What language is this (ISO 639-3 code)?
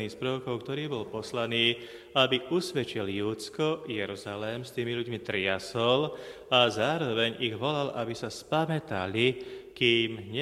slk